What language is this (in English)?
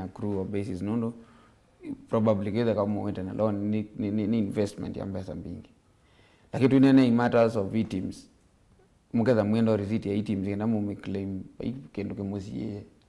Kamba